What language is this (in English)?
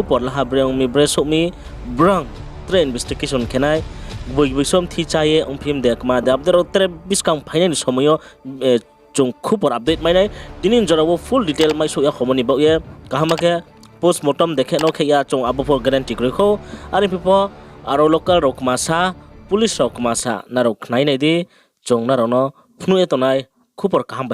Riang (India)